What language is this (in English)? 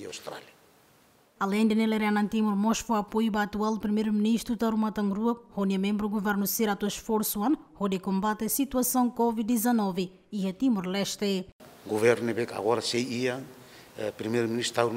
Tetum